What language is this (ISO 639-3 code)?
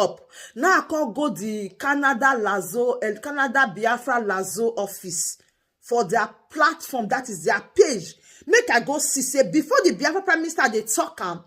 pcm